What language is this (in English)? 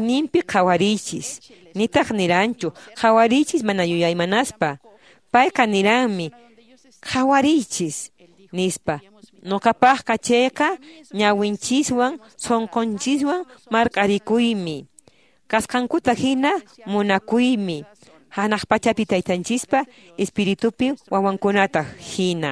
Quechua